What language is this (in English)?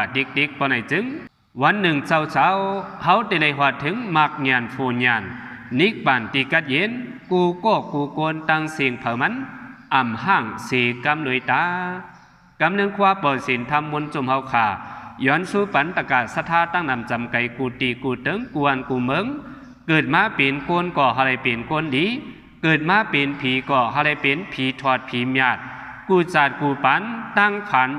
Shan